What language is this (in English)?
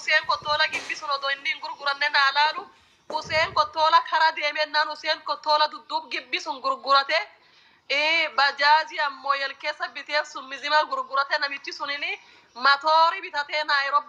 Oromo